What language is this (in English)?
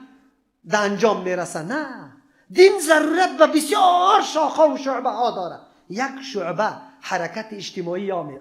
Persian